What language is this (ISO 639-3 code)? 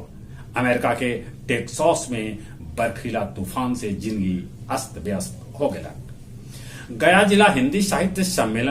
mag